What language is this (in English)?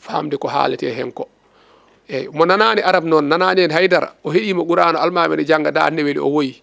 Fula